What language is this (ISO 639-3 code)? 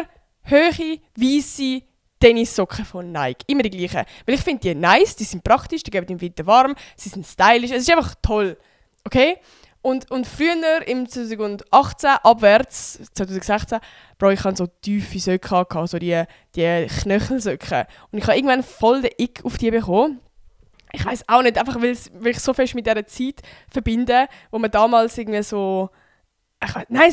gsw